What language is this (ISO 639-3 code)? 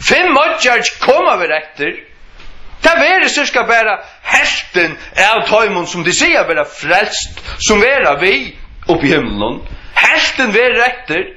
fao